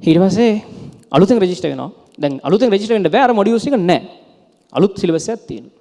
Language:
Sinhala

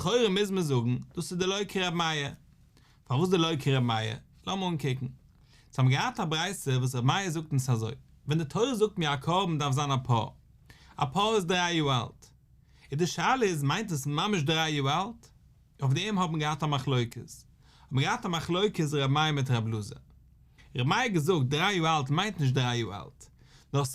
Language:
Yiddish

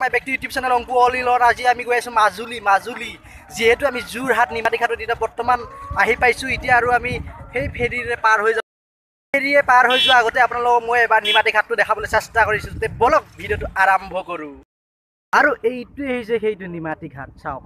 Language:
Assamese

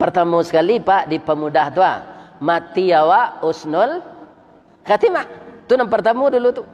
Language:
Minangkabau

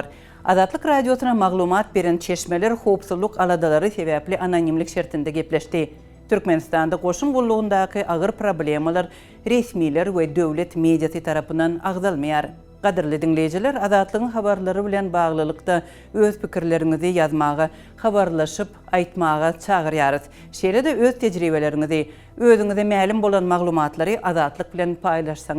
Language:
Turkmen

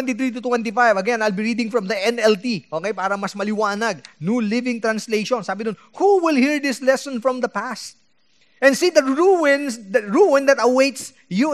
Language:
Filipino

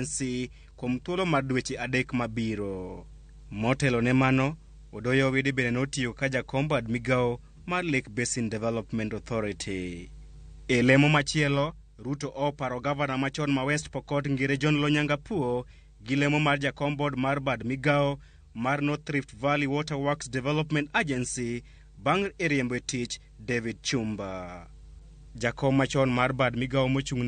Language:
Luo (Kenya and Tanzania)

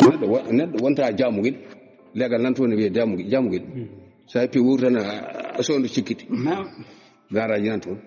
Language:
Fula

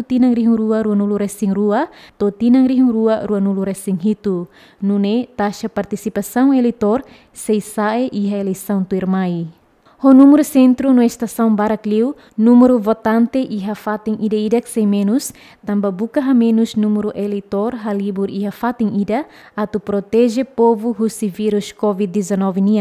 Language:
Tetum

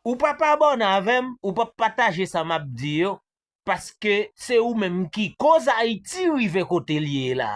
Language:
Haitian Creole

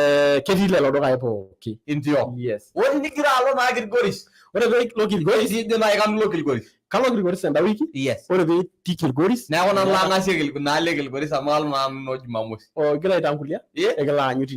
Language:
Masai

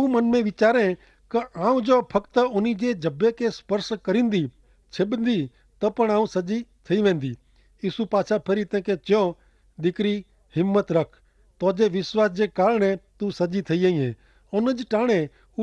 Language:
Kachhi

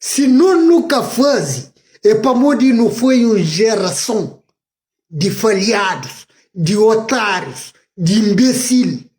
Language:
Kabuverdianu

